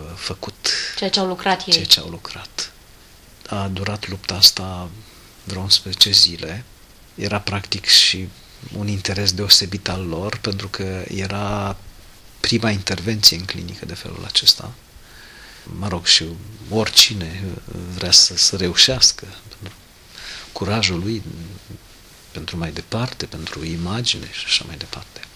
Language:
Romanian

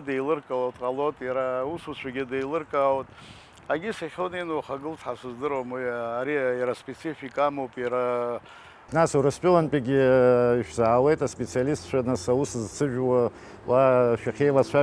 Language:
Abkhazian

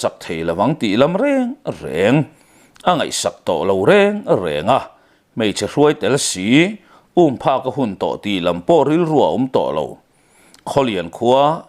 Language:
Mizo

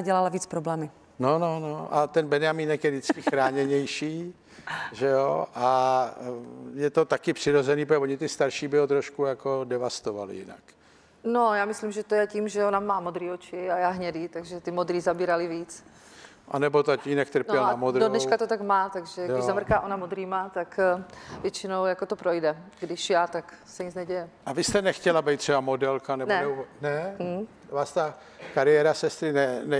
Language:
Czech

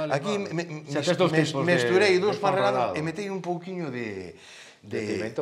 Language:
Galician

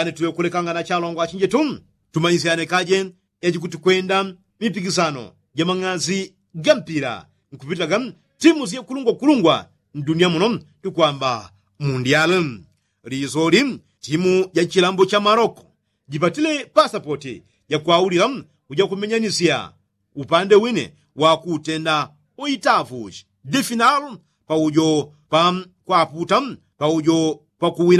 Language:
Yao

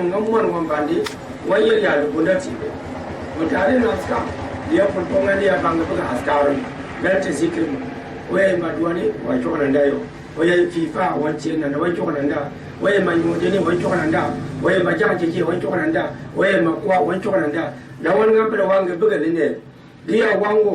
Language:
Gourmanchéma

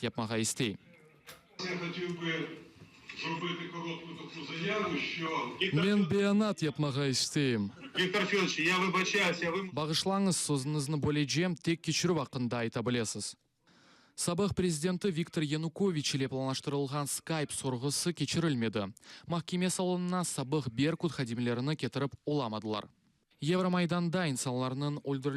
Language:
Crimean Tatar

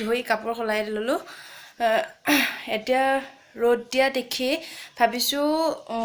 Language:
Assamese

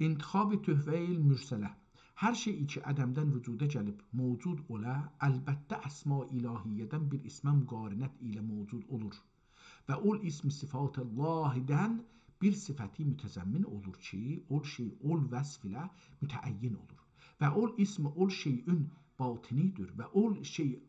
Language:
South Azerbaijani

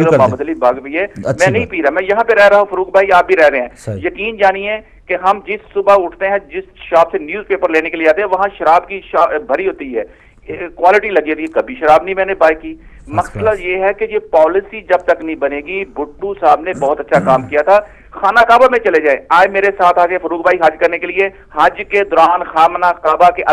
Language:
Urdu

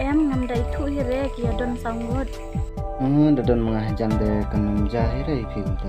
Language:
Khasi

